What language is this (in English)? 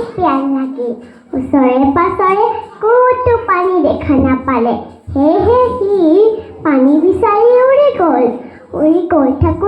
Assamese